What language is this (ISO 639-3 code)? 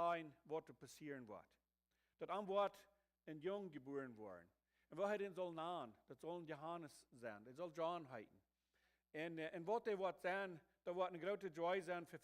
pdt